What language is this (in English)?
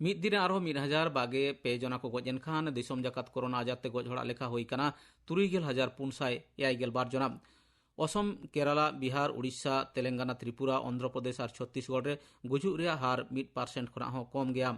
Santali